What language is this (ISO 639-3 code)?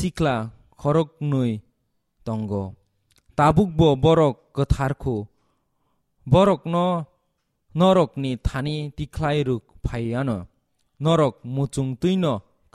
trp